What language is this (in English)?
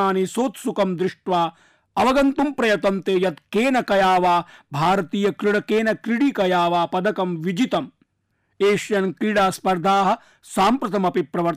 Sanskrit